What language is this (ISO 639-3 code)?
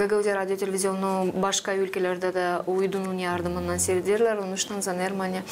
gag